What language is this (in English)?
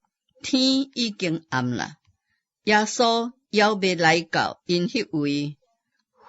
Min Nan Chinese